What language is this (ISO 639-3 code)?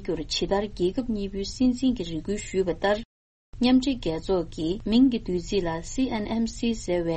bod